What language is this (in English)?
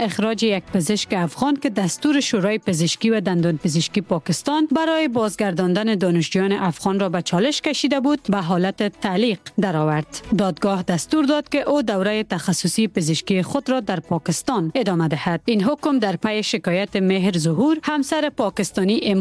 Persian